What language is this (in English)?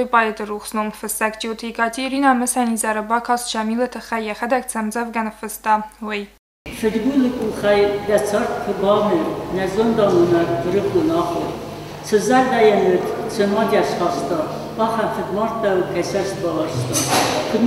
Ossetic